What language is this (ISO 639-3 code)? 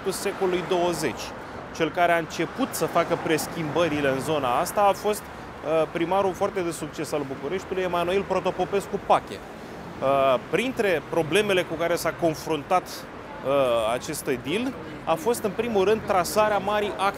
ron